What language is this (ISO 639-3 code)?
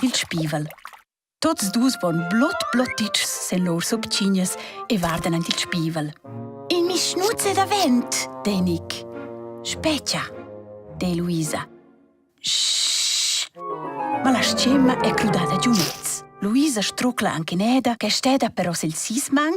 roh